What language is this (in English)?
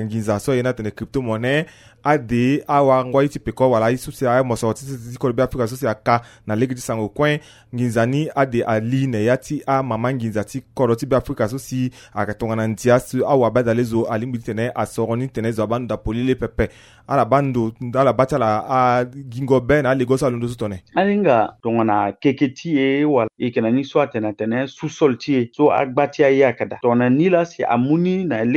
Sango